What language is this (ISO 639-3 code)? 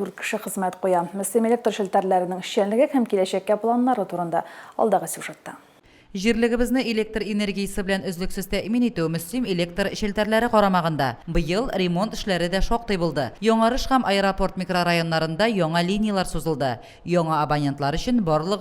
tat